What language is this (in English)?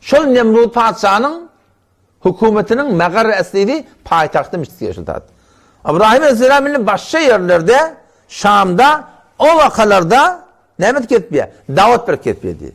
Turkmen